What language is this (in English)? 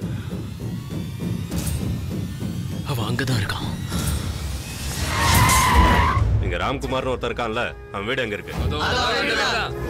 Tamil